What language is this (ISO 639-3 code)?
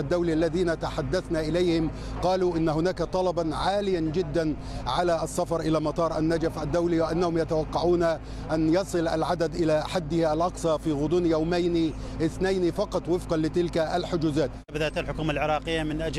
ara